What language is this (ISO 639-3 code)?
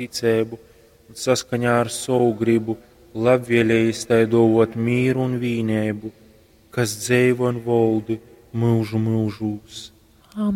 ltg